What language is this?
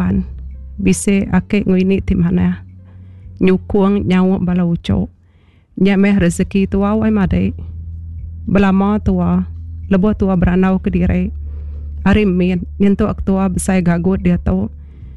Iban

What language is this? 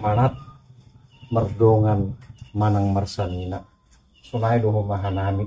Batak Simalungun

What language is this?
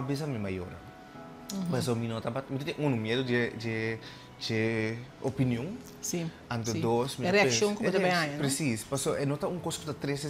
Papiamento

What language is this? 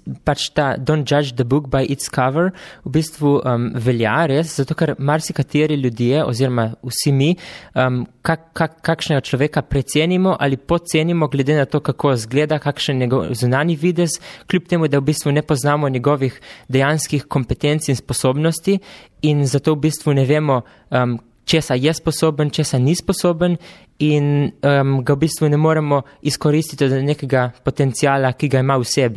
Slovenian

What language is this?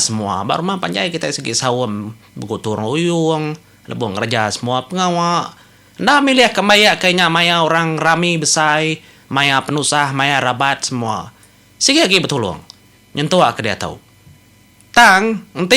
Iban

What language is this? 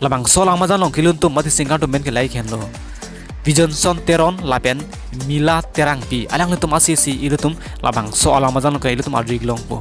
Karbi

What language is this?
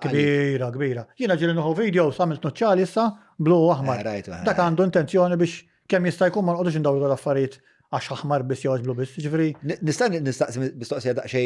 Maltese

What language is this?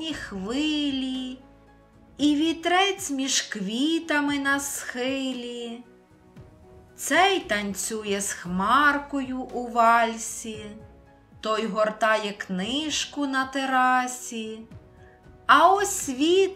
Ukrainian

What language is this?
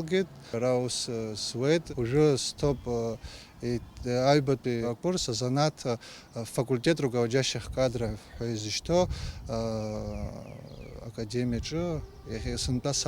Abkhazian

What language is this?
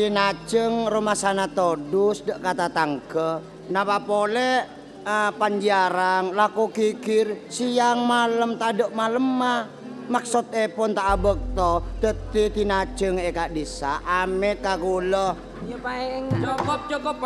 Madurese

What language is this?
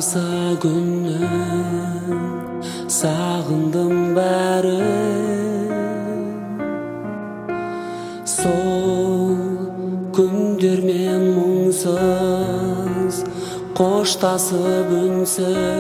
Kazakh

